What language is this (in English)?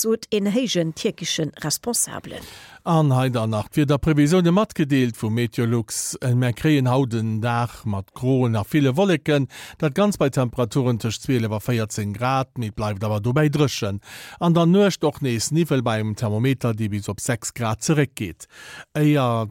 Luxembourgish